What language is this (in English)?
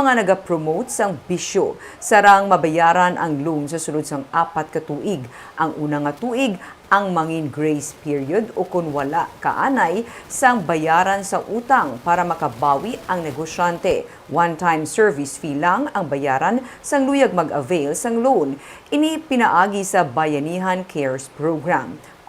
Hiligaynon